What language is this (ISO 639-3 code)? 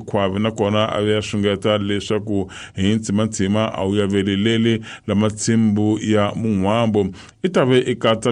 tso